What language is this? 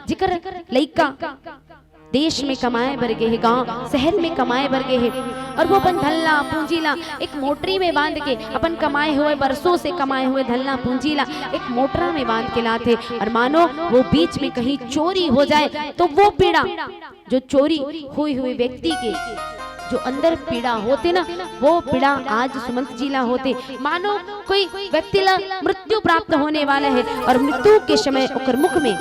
Chhattisgarhi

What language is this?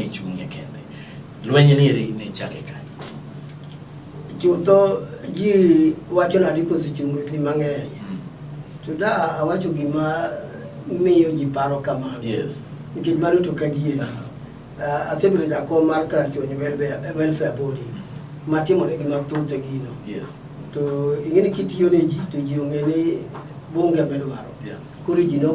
Luo (Kenya and Tanzania)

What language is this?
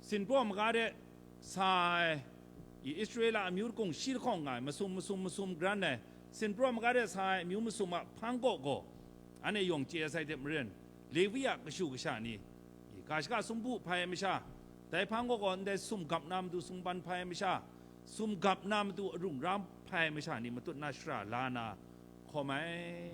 Kachin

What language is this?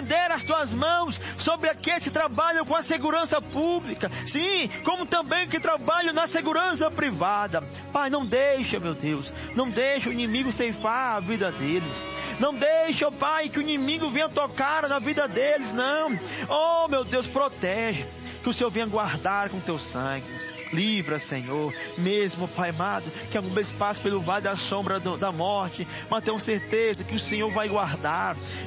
Portuguese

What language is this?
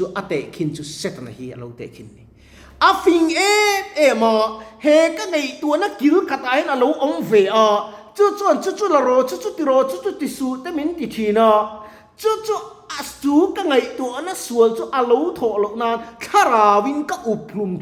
Mizo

